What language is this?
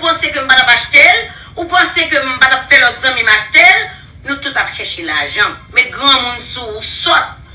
Haitian Creole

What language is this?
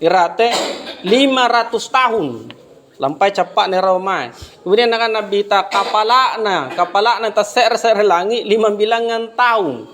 Makasar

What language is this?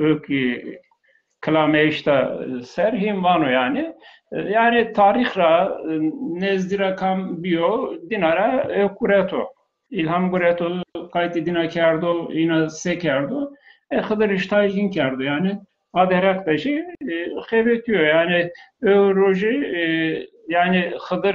Zaza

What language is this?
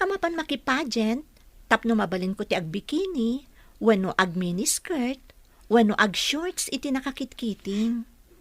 Iloko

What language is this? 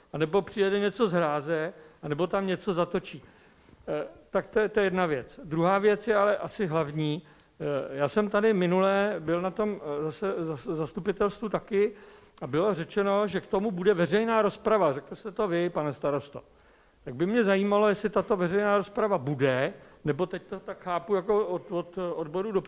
Czech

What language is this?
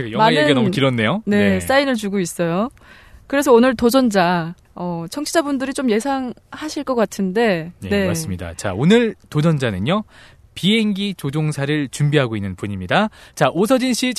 Korean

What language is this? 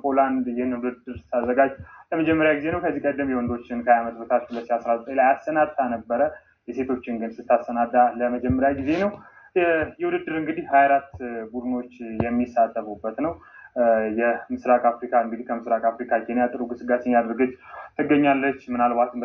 Amharic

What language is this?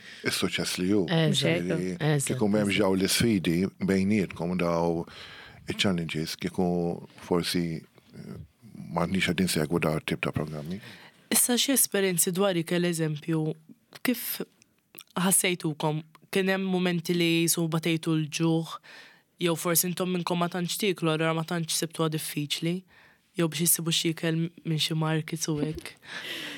Maltese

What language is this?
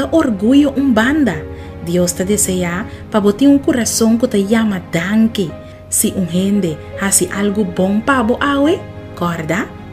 Papiamento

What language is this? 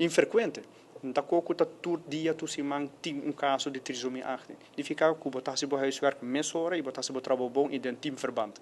Papiamento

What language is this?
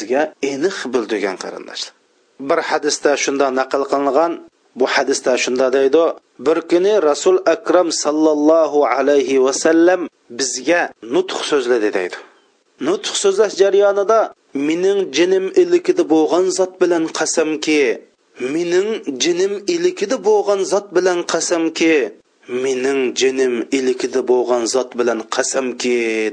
Uyghur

